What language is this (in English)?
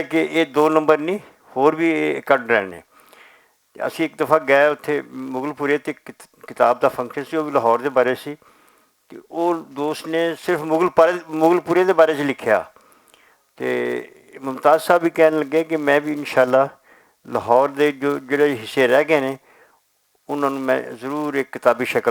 Western Panjabi